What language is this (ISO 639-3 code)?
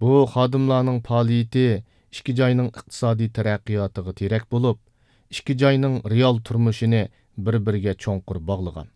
uig